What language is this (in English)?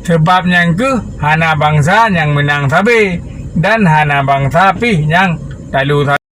Achinese